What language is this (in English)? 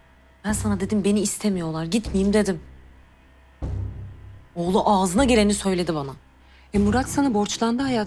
Turkish